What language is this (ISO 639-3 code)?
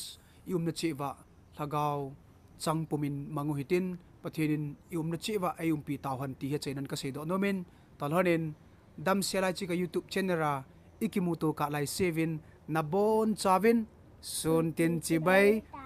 tcz